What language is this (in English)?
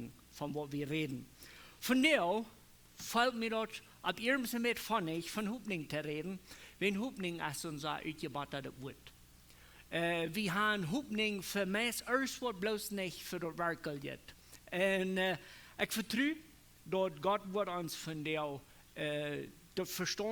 Plautdietsch